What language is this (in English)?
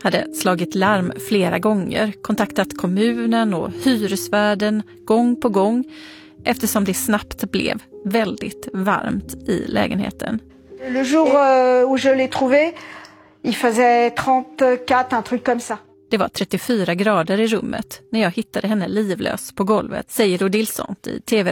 Swedish